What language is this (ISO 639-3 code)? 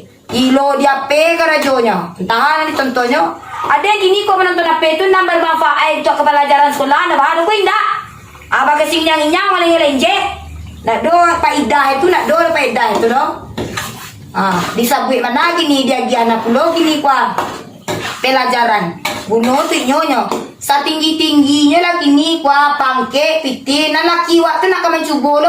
min